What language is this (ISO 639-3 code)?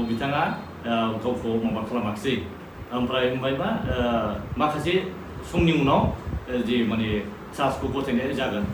brx